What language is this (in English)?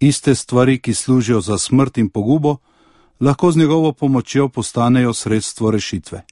Slovenian